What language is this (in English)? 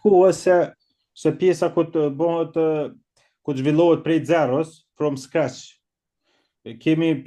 Albanian